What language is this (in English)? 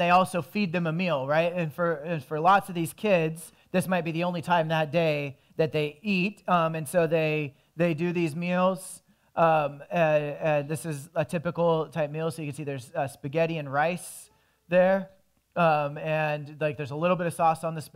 English